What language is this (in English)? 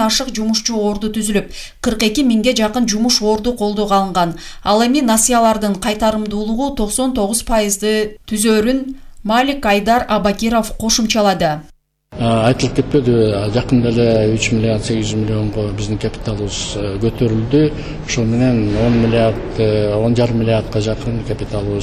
Kyrgyz